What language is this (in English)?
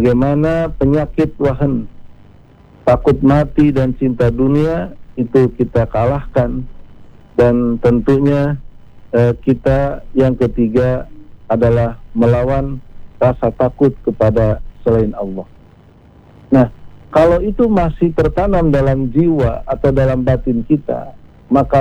Indonesian